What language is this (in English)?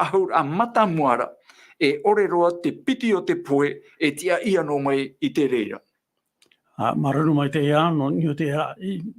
Tahitian